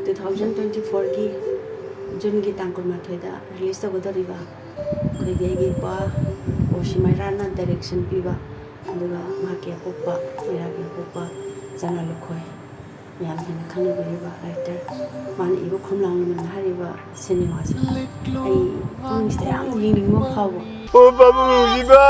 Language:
Manipuri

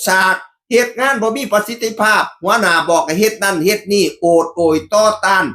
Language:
Northeastern Thai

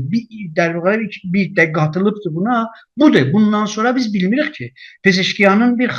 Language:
South Azerbaijani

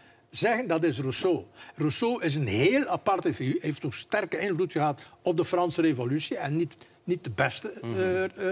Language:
Dutch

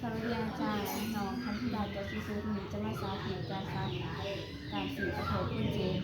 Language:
Lao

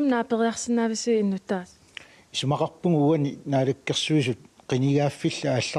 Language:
Kalaallisut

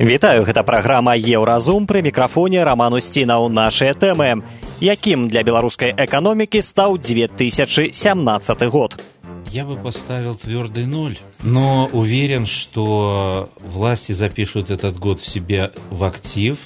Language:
Belarusian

